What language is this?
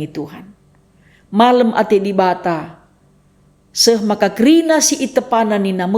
Batak Karo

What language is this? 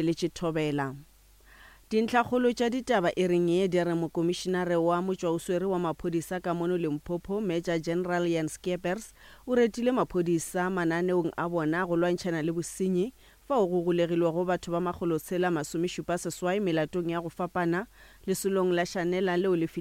Northern Sotho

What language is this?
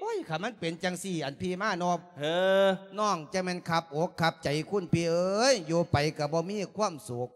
Lao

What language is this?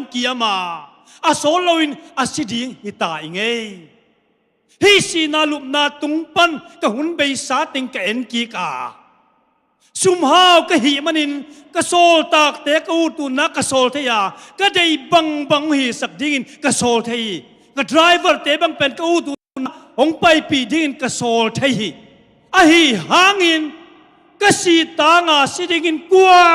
Tedim Chin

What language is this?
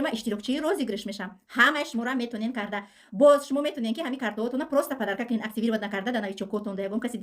Tajik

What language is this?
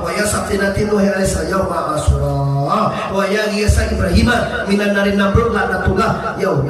Minangkabau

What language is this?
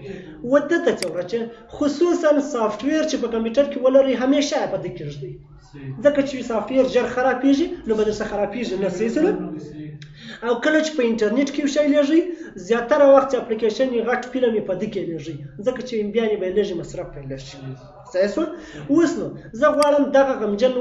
Pashto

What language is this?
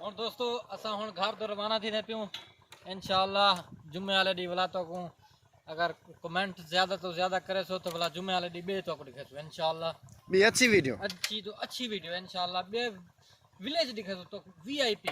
Saraiki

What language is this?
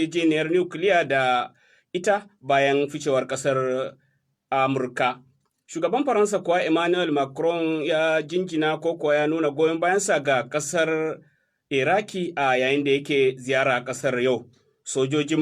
Hausa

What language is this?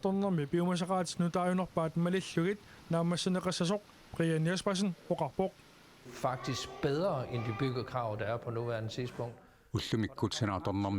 Kalaallisut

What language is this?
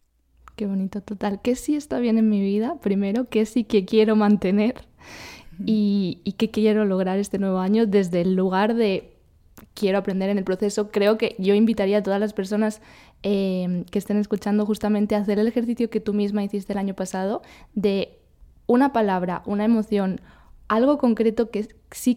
Spanish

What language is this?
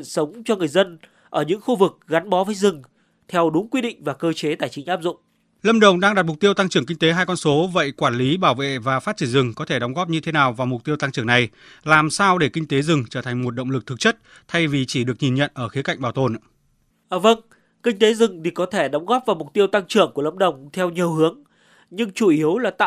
Vietnamese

